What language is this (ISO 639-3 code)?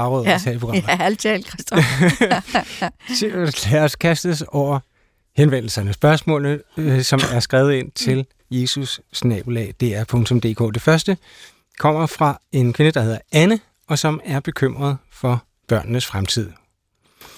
dan